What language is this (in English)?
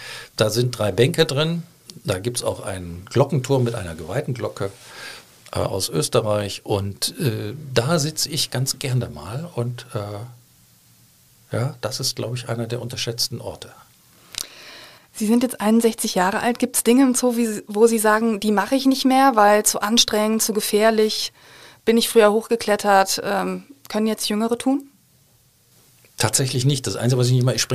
German